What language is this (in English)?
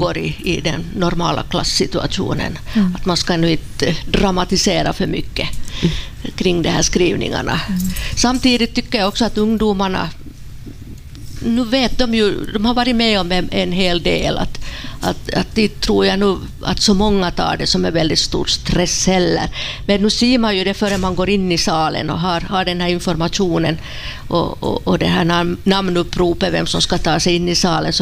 Swedish